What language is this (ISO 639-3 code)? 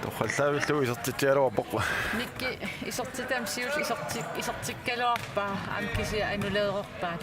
kal